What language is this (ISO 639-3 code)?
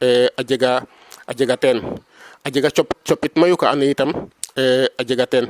srr